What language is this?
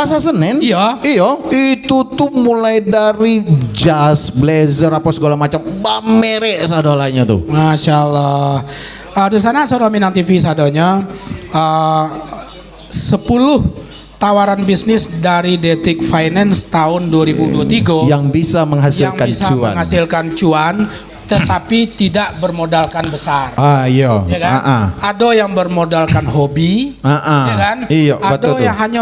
Minangkabau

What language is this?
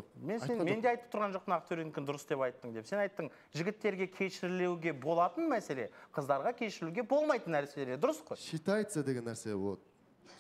Kazakh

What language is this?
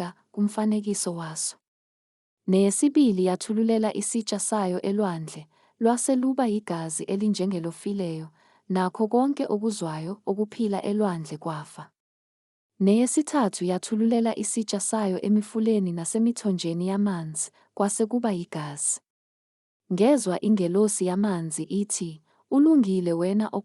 Zulu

